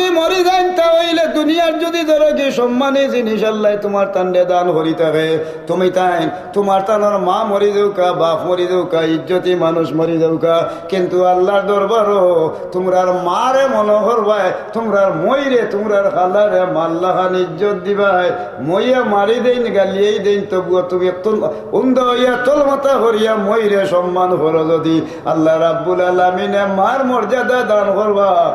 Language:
Sylheti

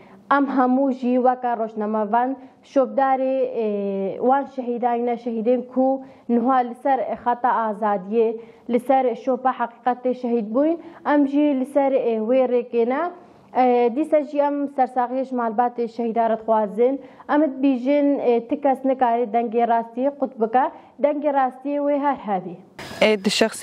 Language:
Kurdish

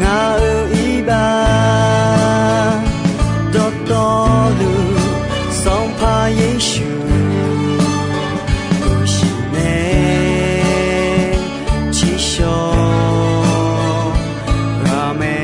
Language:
Akha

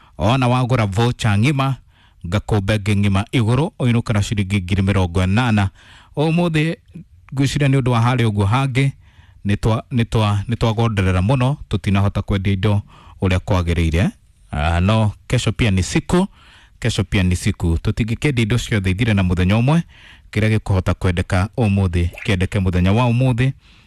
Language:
Kikuyu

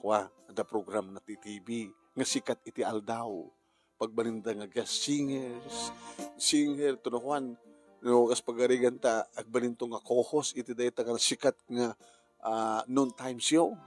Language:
Iloko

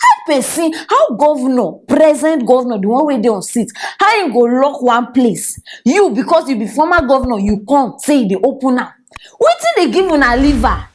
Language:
Nigerian Pidgin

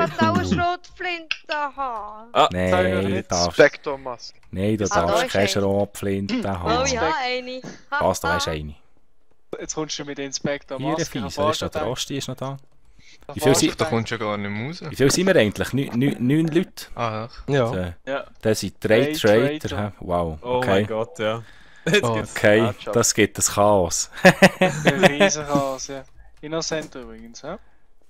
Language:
Swiss German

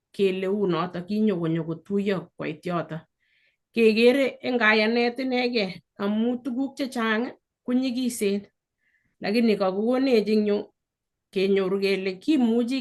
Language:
Kalenjin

